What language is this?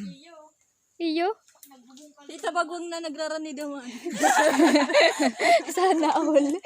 Bikol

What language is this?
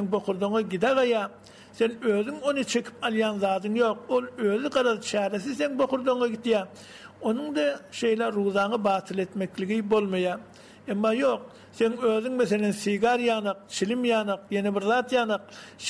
Turkmen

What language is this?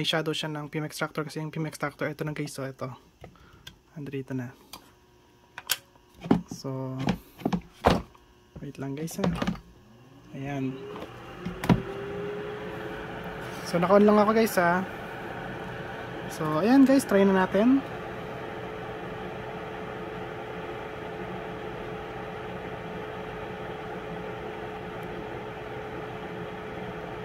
Filipino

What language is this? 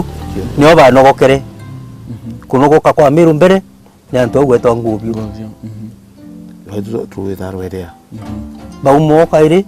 Meru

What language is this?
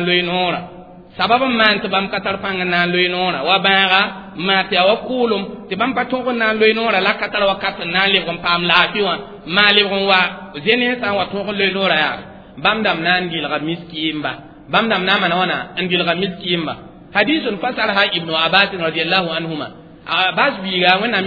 Mossi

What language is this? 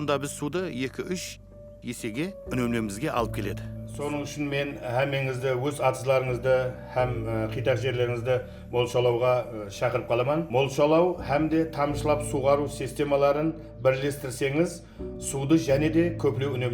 Kara-Kalpak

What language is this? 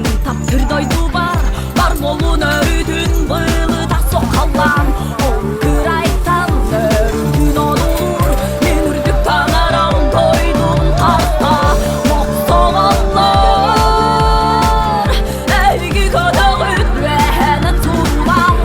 Yakut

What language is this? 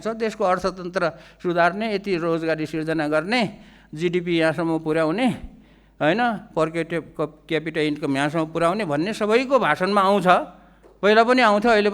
Nepali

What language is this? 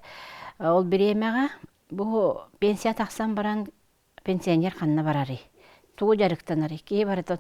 Yakut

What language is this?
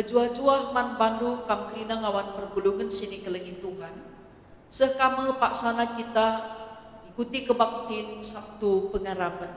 Batak Karo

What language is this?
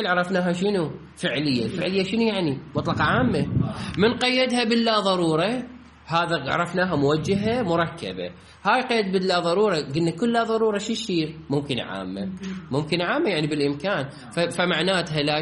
Mesopotamian Arabic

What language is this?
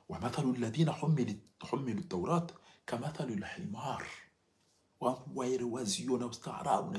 Ngazidja Comorian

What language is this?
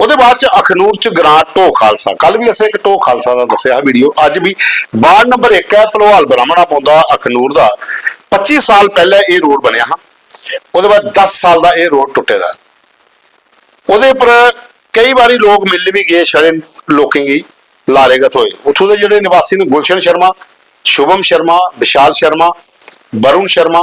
Dogri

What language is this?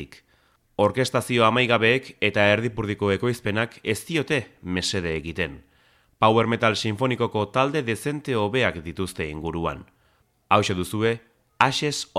Basque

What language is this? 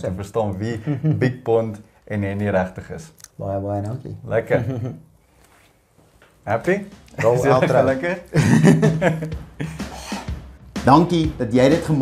Afrikaans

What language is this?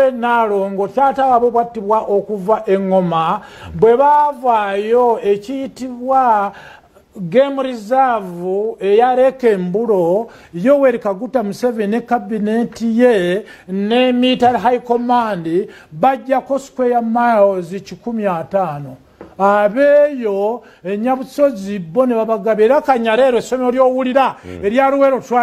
Ganda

